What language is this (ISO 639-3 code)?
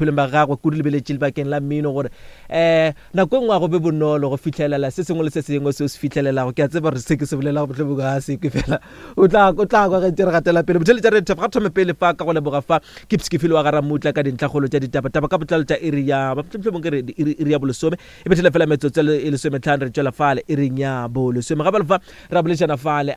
nso